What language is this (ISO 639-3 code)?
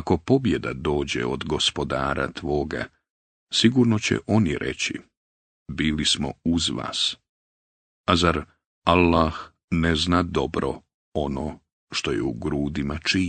bos